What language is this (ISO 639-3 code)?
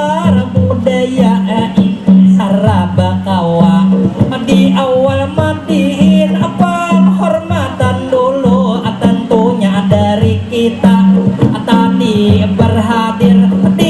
bjn